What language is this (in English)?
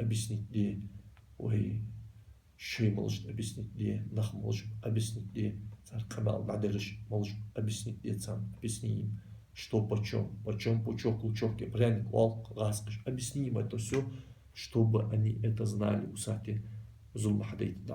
Ingush